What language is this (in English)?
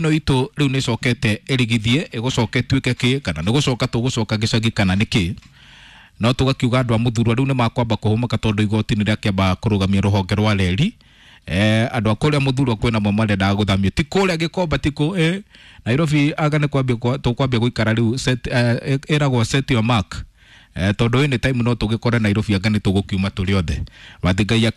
Kikuyu